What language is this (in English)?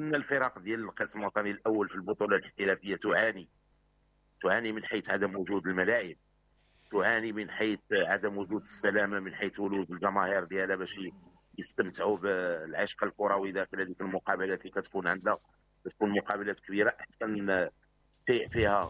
Moroccan Arabic